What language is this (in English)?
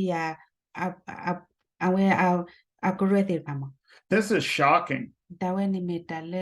S'gaw Karen